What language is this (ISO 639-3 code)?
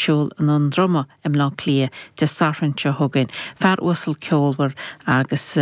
gle